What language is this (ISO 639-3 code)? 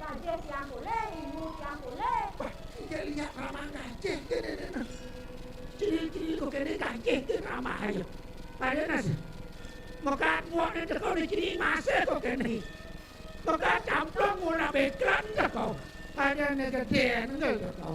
ban